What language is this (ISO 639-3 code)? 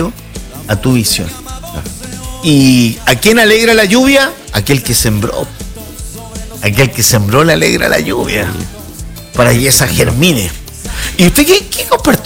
spa